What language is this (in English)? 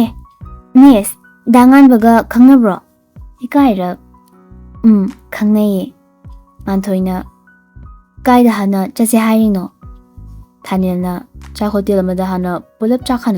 Manipuri